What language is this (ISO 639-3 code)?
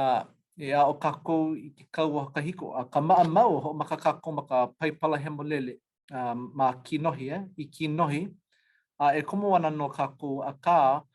haw